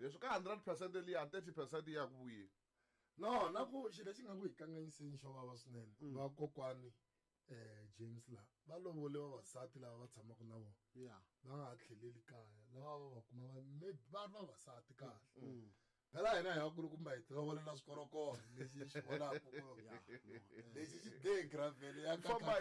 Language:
Tsonga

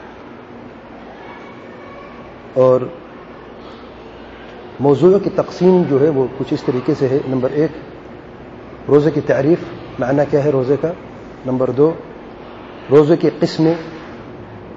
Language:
Urdu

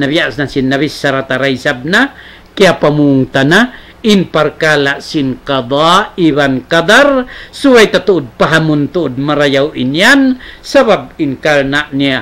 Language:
Tausug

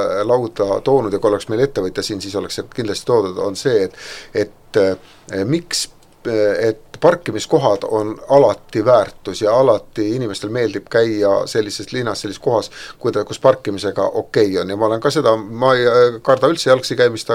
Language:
Estonian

